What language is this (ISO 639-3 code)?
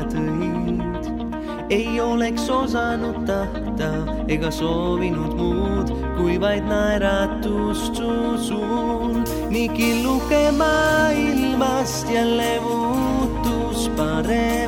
est